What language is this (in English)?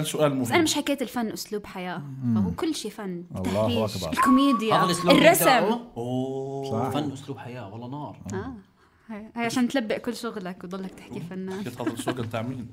North Levantine Arabic